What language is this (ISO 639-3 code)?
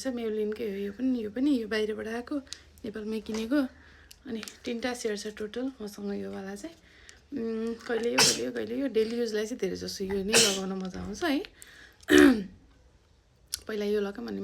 nep